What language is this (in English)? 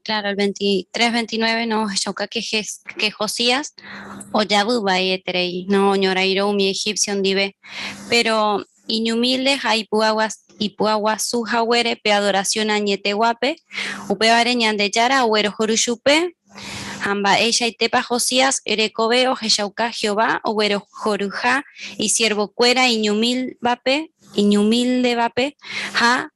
Guarani